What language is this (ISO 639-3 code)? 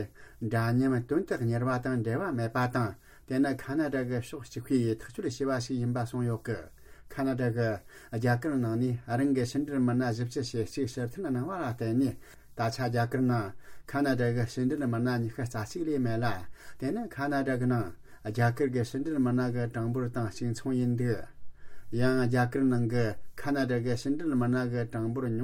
bod